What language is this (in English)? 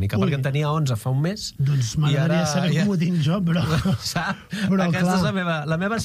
Catalan